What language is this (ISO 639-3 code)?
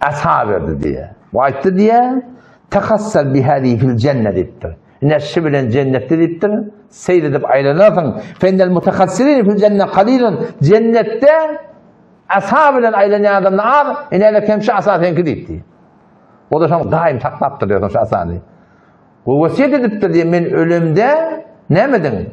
tuk